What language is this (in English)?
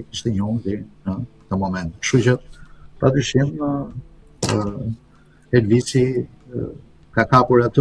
Albanian